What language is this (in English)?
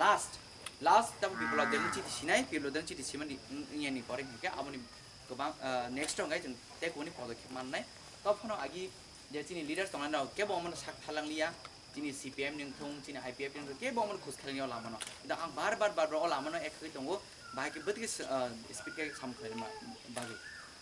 Kok Borok